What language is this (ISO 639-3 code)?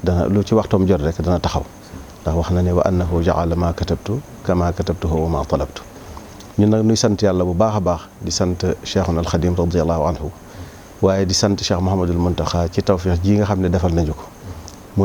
wol